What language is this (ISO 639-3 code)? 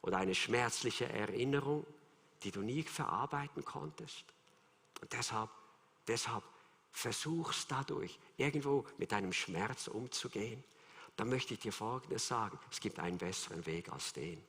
gsw